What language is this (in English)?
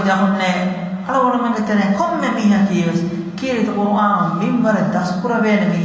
Divehi